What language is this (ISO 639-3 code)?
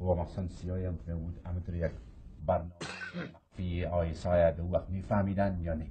fas